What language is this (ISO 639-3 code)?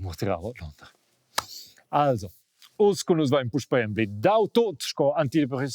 roh